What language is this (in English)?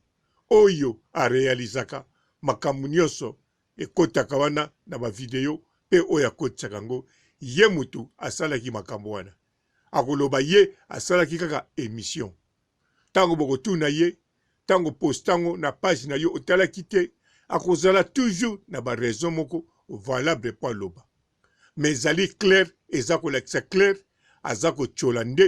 Lingala